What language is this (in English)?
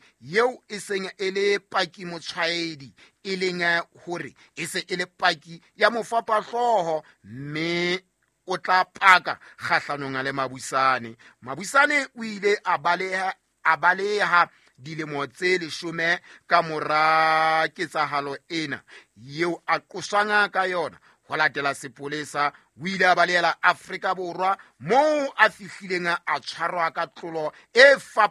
Southern Sotho